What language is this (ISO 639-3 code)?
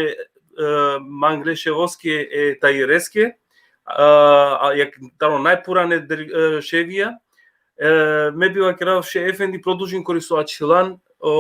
rmn